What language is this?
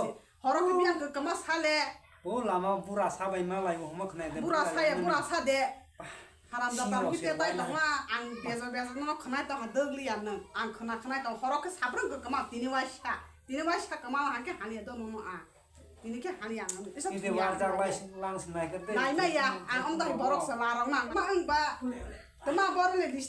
Kok Borok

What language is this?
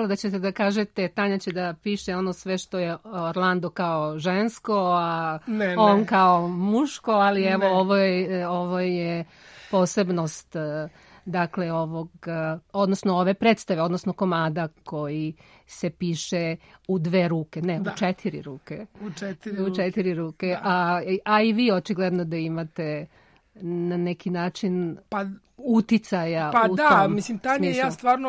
Serbian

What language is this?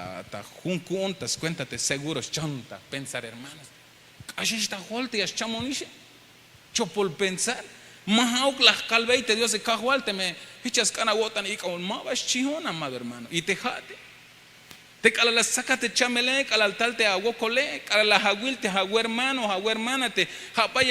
Tzeltal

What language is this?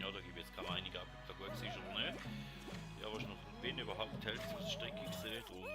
Swiss German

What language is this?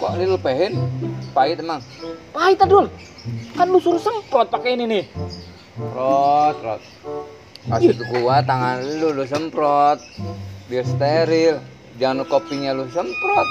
Betawi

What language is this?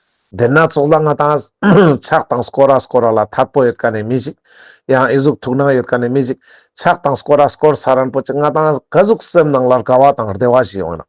Ladakhi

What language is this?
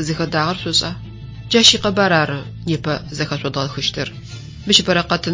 Adyghe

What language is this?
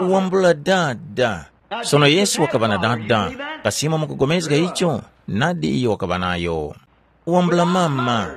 Tumbuka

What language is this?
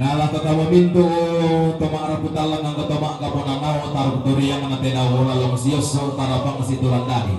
Toraja-Sa'dan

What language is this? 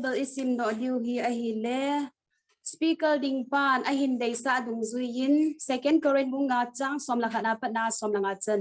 Thado Chin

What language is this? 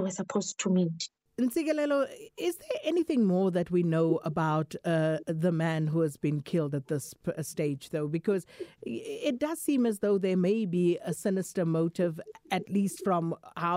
English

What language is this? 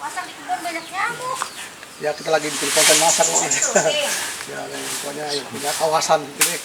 Betawi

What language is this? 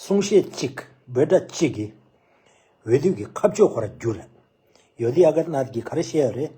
Tibetan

